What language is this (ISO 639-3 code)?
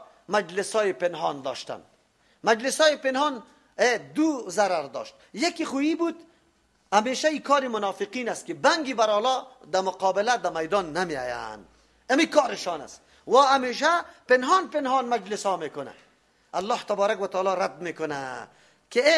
fas